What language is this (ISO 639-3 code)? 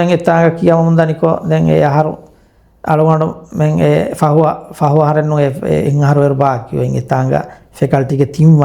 div